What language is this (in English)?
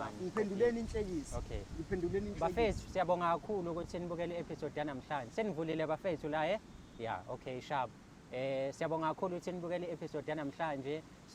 Zulu